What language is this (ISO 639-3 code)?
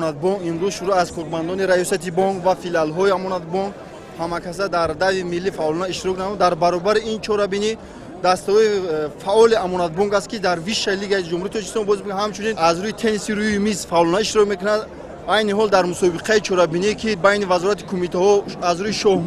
tgk